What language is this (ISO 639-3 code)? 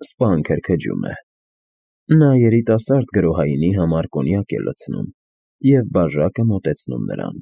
hye